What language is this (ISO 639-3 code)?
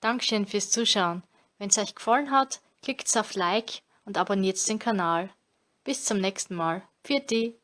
bar